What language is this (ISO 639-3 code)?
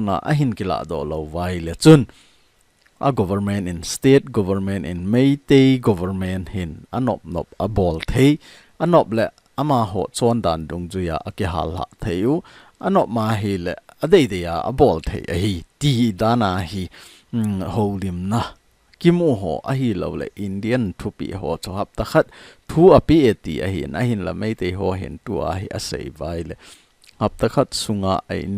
tcz